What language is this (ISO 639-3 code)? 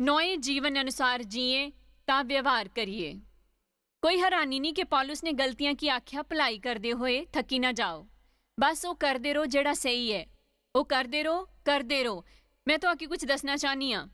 doi